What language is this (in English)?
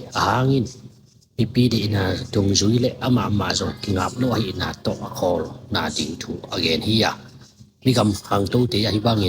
Tedim Chin